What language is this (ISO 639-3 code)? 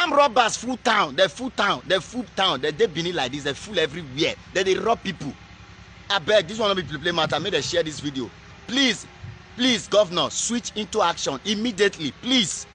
pcm